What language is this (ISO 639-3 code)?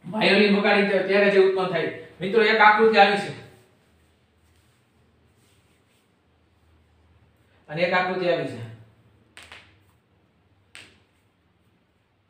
guj